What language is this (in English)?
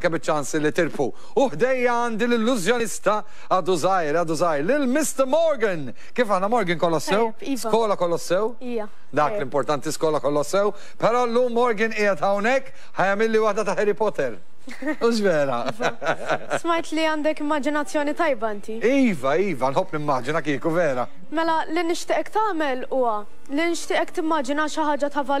Maltese